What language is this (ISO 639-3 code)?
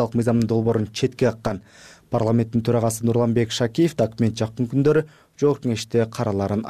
kir